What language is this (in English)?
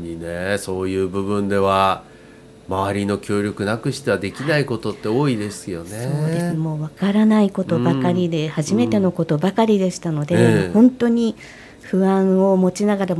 Japanese